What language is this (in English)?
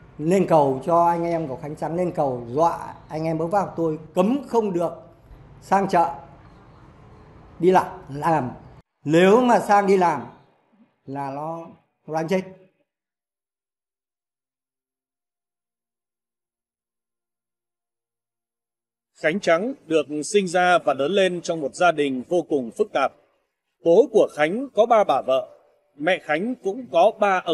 Vietnamese